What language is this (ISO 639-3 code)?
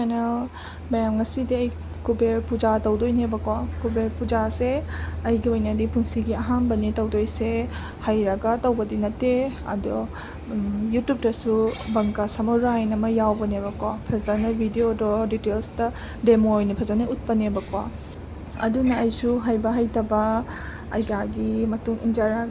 mni